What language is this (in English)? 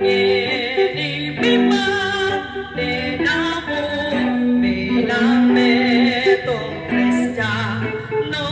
Pampanga